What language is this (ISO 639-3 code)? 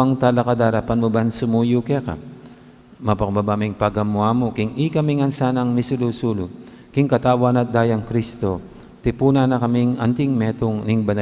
pam